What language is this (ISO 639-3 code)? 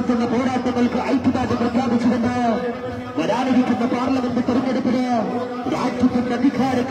mal